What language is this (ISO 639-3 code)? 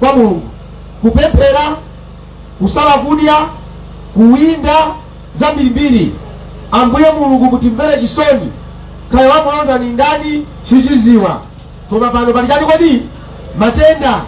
nya